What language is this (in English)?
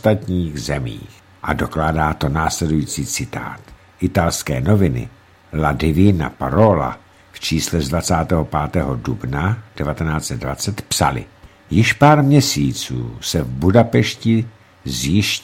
Czech